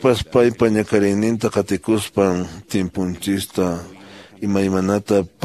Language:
Quechua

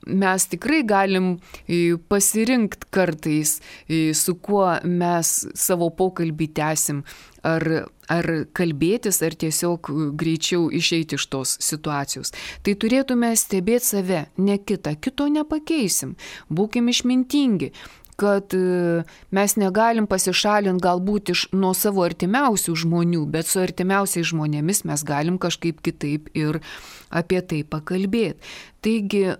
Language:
Lithuanian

